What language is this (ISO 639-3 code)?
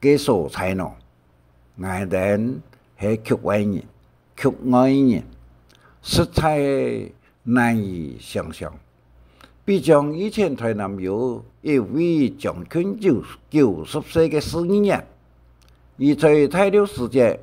hak